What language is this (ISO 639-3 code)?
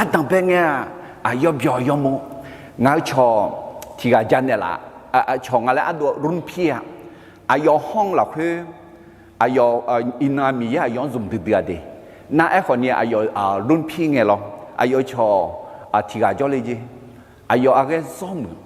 ahk